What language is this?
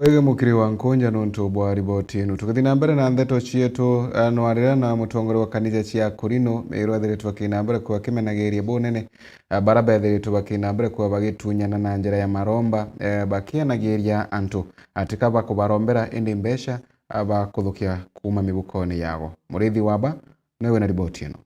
Meru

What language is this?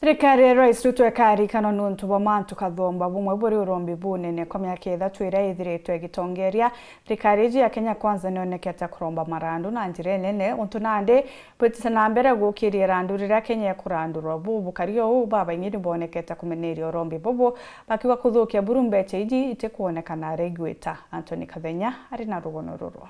Meru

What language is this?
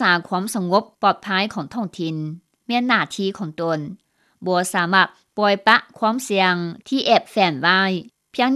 Lao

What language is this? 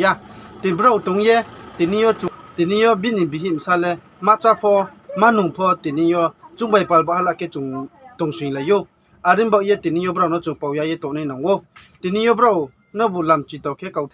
Riang (India)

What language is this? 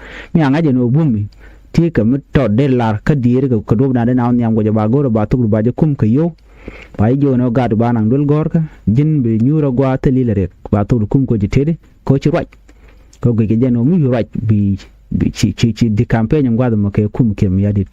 Nuer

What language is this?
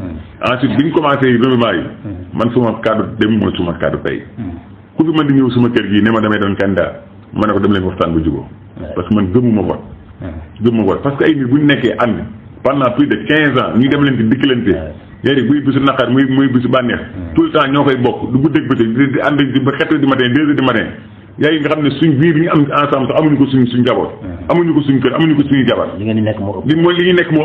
Wolof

